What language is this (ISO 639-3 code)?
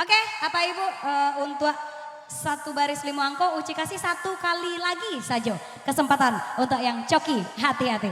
min